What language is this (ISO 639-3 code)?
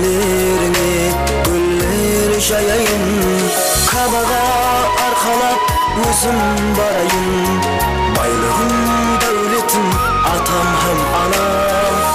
kaa